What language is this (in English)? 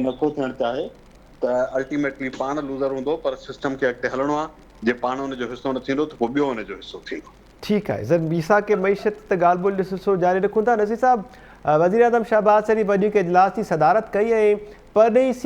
Sindhi